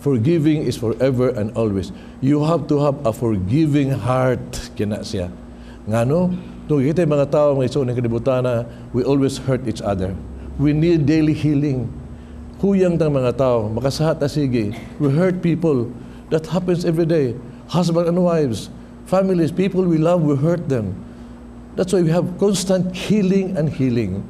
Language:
Cebuano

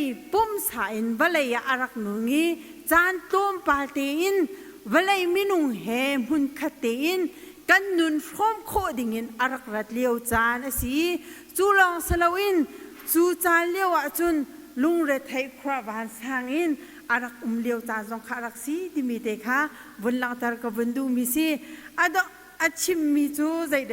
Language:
Hakha Chin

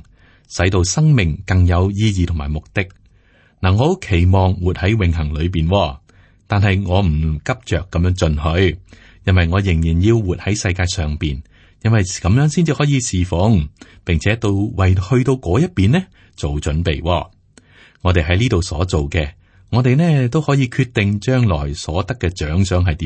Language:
Cantonese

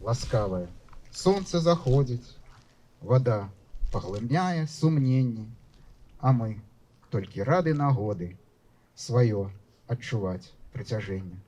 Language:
Belarusian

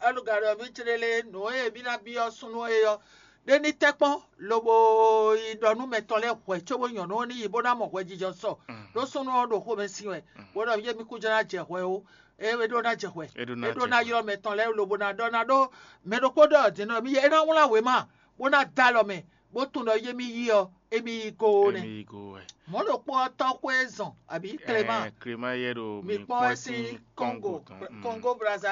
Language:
Fon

